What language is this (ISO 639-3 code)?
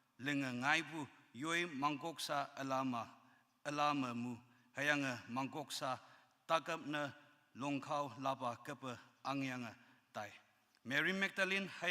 nbe